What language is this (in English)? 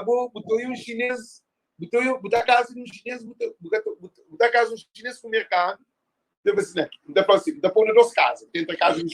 Kabuverdianu